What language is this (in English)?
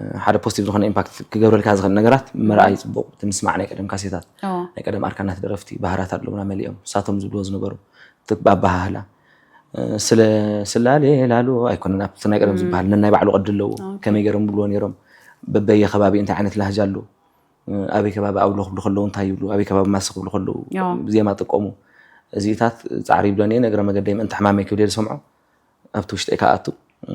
Tigrinya